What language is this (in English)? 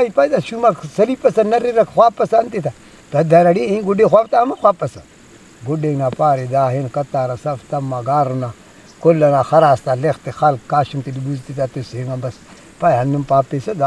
Brahui